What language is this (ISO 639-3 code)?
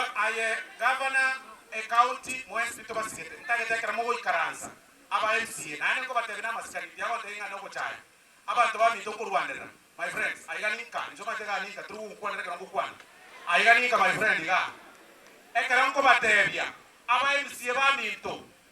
guz